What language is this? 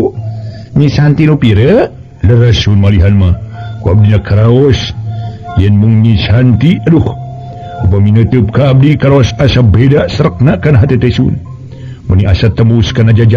Sundanese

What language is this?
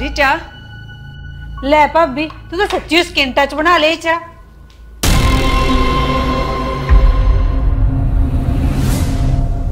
Punjabi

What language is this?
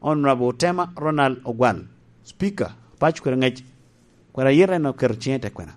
Lango (Uganda)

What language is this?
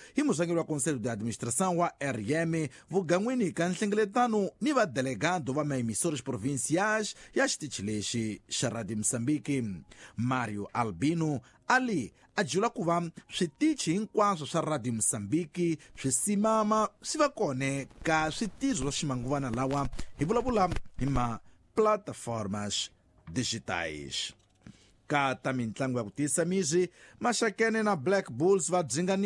Tsonga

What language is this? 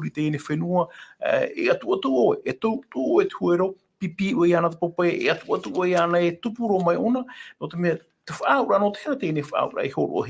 Tahitian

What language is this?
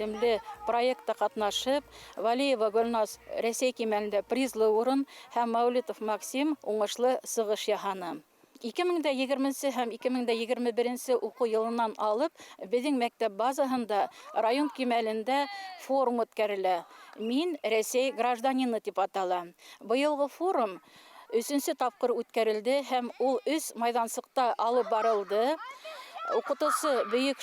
Bashkir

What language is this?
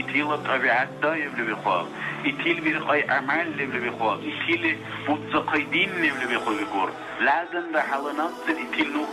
Dargwa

